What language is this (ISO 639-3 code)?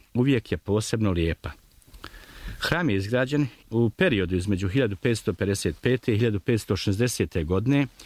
bos